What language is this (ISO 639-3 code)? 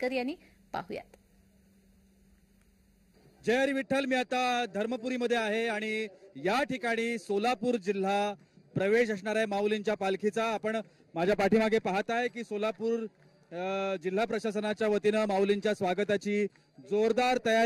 mar